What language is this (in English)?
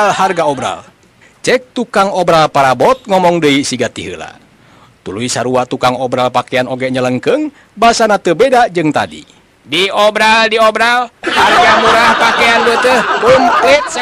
Sundanese